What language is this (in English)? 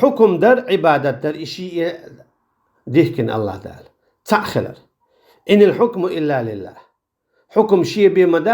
Chechen